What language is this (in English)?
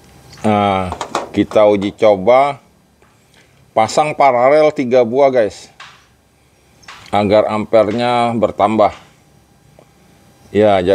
Indonesian